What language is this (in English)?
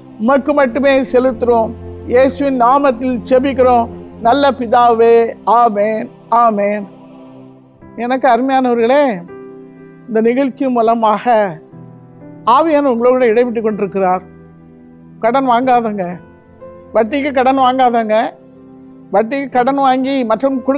Tamil